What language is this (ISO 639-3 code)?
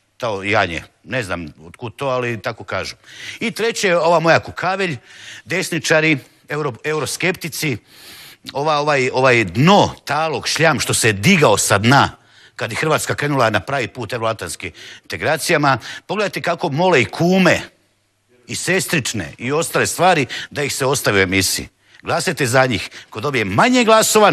hrv